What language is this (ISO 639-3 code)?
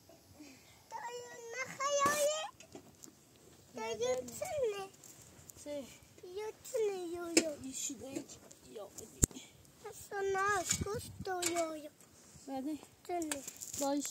fas